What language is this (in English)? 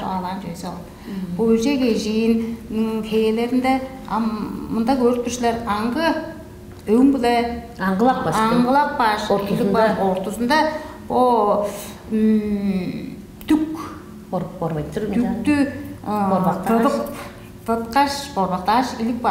Tuvinian